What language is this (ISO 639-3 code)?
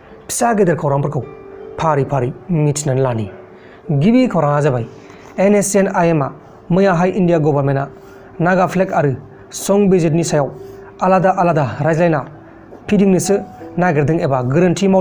brx